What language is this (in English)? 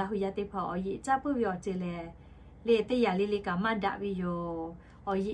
Lahu